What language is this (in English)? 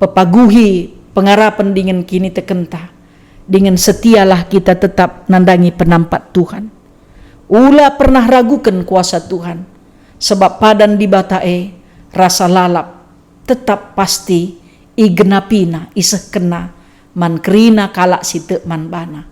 Batak Karo